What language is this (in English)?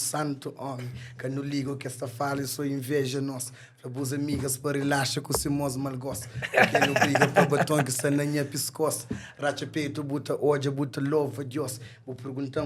Kabuverdianu